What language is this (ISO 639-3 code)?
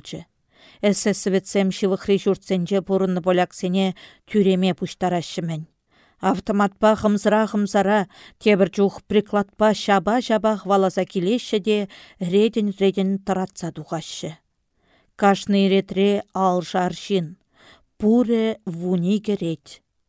chv